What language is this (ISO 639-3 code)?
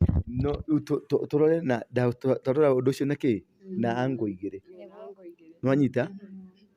kik